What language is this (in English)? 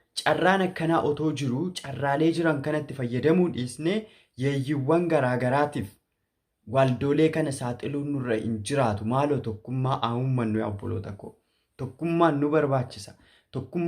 Oromo